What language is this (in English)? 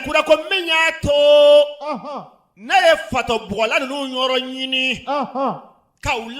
Bambara